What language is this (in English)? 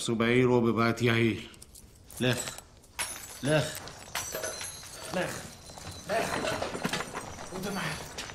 Persian